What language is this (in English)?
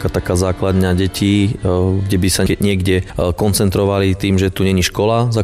Slovak